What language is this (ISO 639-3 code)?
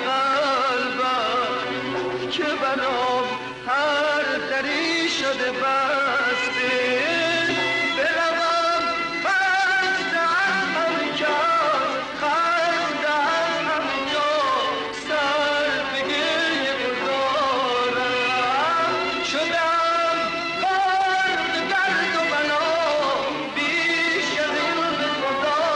fas